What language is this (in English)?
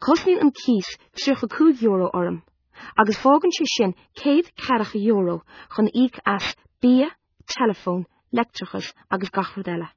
Irish